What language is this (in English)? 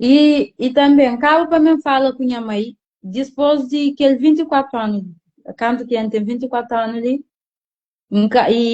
Kabuverdianu